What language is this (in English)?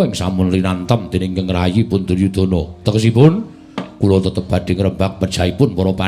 Javanese